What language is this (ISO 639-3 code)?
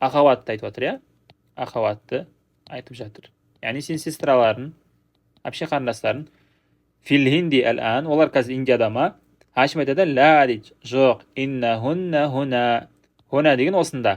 kaz